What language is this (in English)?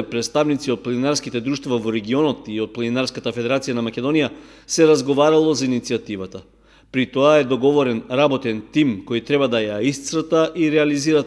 Macedonian